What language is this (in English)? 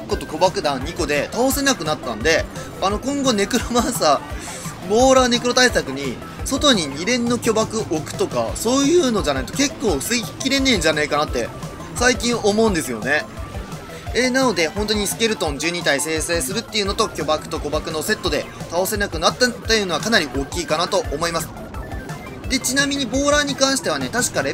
Japanese